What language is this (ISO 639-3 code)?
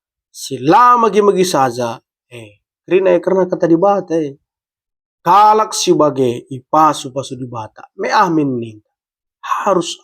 btx